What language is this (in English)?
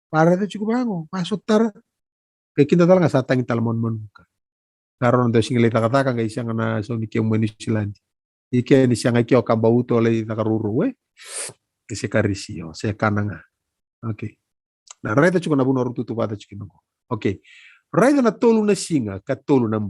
Fijian